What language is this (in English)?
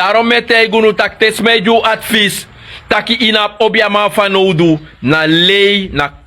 Sranan Tongo